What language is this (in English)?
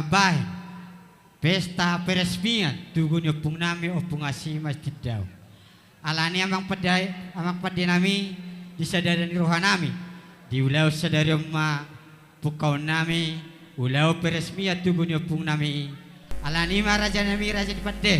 Batak Toba